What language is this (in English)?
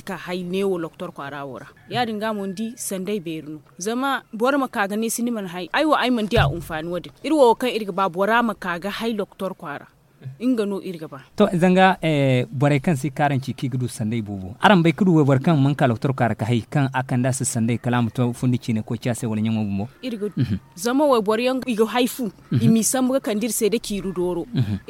Zarma